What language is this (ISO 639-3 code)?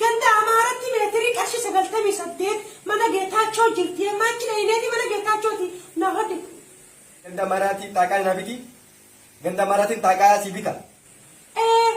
orm